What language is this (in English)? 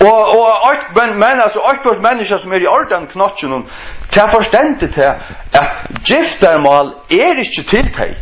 Faroese